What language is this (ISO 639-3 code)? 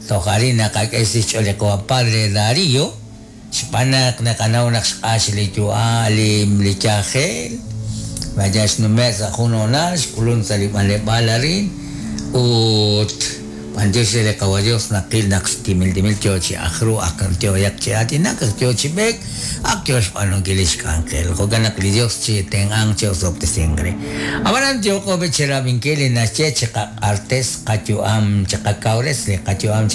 kek